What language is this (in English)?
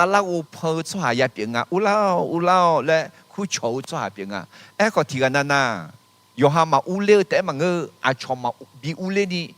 Akha